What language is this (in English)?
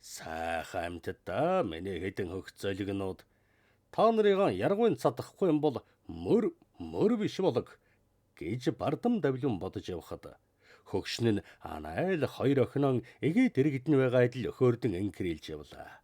Mongolian